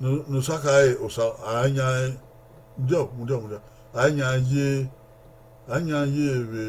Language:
Bini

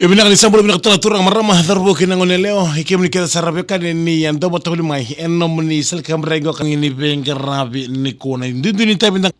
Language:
Fijian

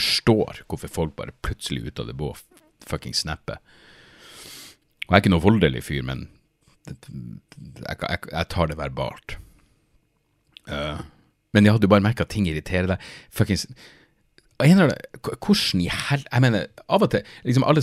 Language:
Norwegian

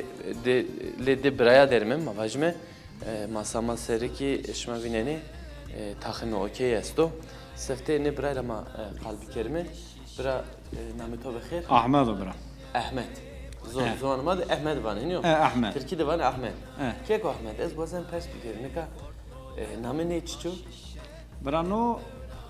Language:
Zaza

